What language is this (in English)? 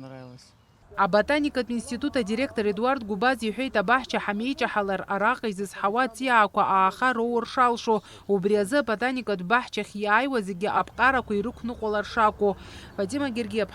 Abkhazian